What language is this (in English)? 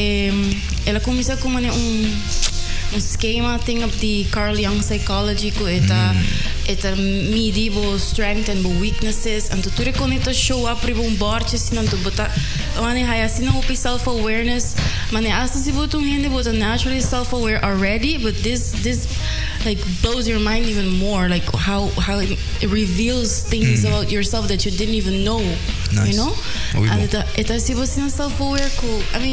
Papiamento